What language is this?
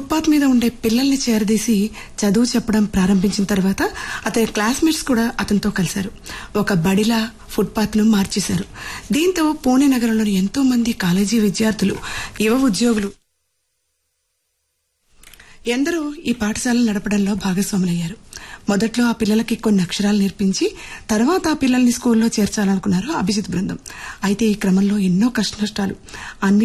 Telugu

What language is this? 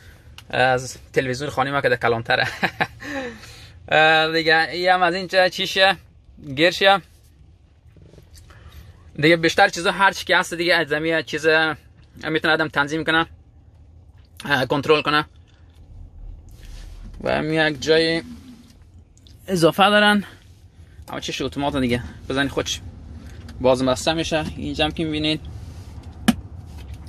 Persian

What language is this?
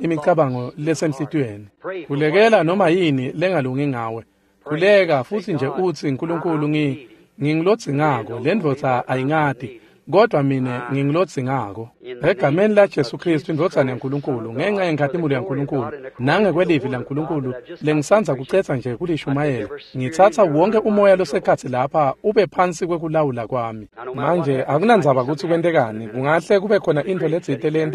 Swati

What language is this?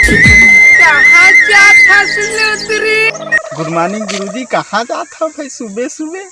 Chhattisgarhi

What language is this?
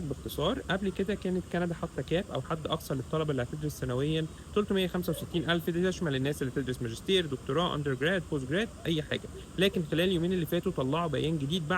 Egyptian Arabic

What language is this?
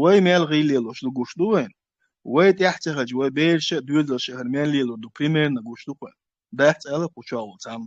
Chechen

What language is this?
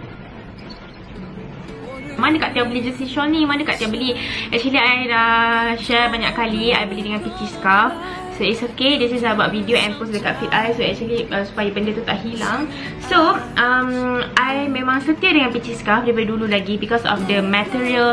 Malay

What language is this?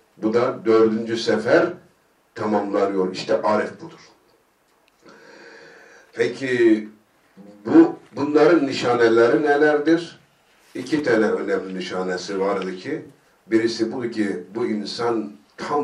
Turkish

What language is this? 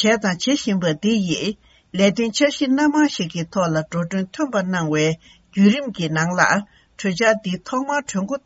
Tibetan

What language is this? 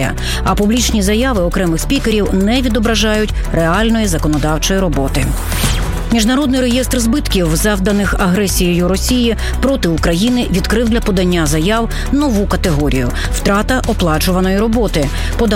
Ukrainian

